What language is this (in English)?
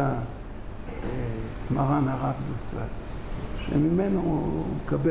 Hebrew